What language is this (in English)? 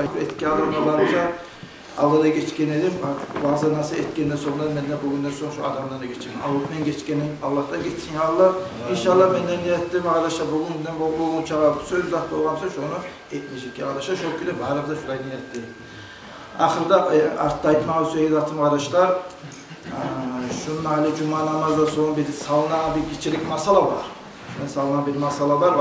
Kumyk